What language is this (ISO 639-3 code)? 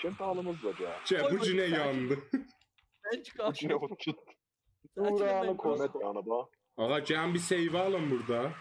azb